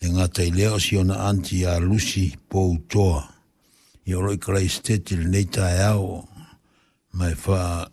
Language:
Samoan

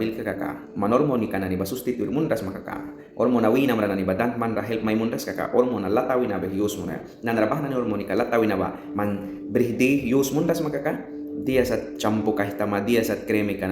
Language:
Mískito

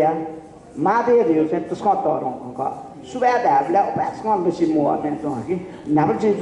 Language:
Newari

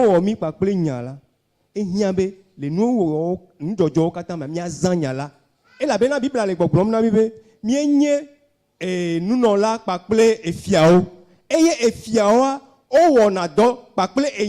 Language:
Ewe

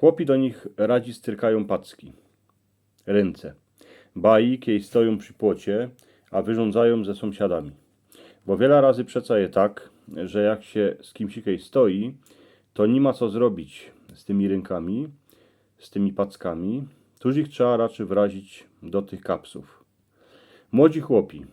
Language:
Silesian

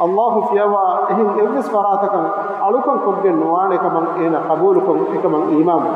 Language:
Divehi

